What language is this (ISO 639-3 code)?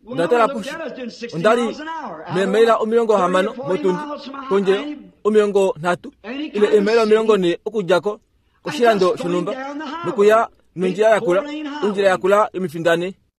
kua